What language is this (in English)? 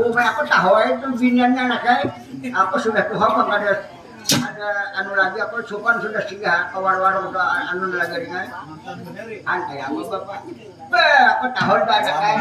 Banjar